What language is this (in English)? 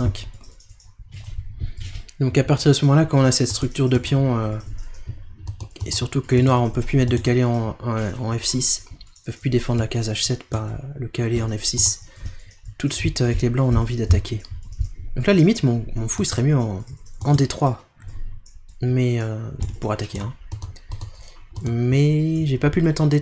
French